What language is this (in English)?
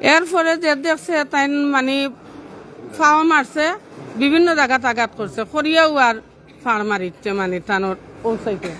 Sylheti